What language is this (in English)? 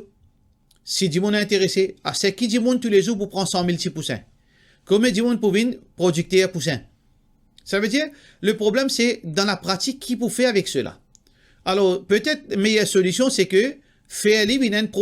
Morisyen